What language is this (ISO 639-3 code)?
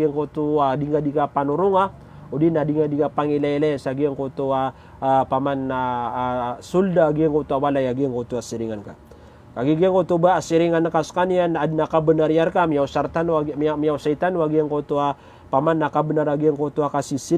mrw